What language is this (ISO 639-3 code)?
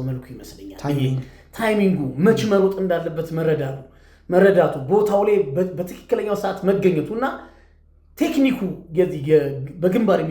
amh